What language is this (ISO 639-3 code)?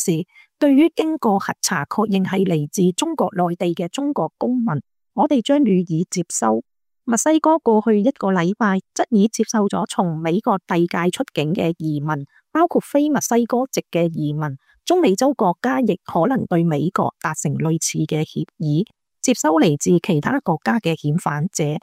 yue